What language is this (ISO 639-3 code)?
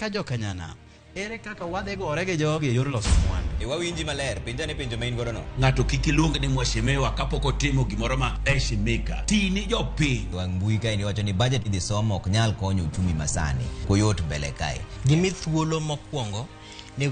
luo